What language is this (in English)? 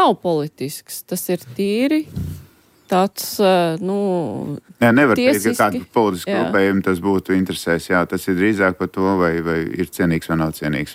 Latvian